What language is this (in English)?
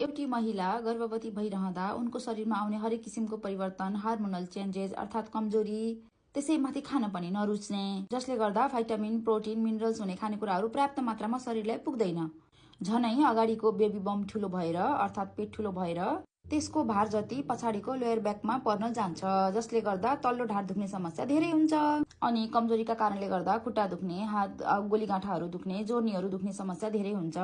Nepali